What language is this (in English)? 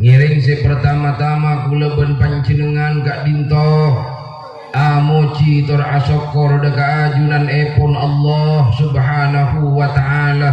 Madurese